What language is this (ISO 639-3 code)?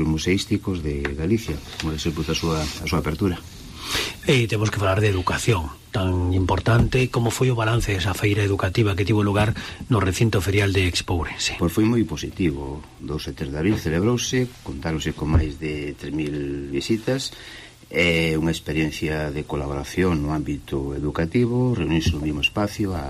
glg